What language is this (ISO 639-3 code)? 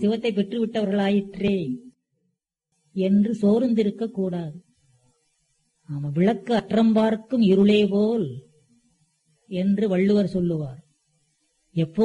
tam